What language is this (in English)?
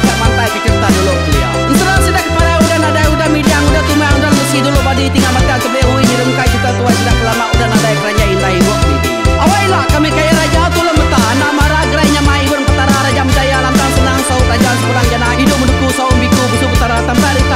Iban